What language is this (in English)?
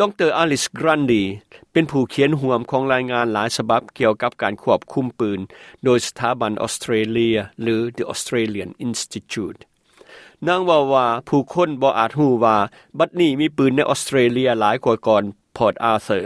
Lao